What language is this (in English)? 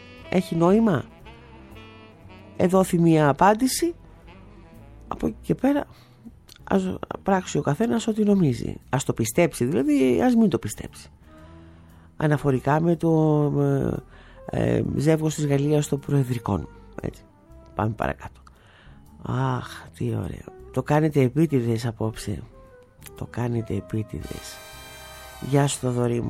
Greek